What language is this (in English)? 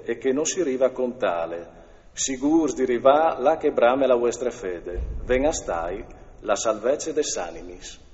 Friulian